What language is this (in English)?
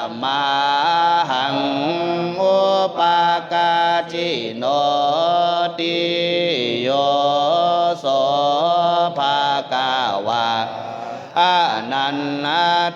Pali